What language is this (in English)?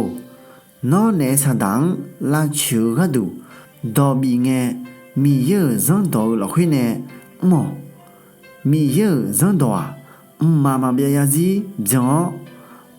Akha